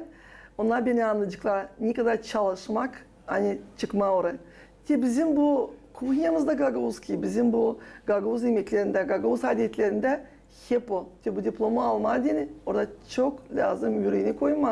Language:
Gagauz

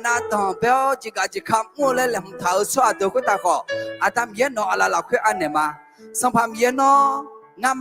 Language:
Akha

